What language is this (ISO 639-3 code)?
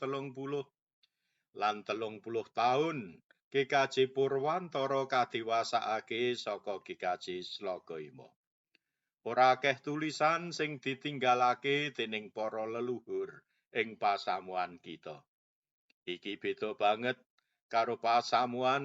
jav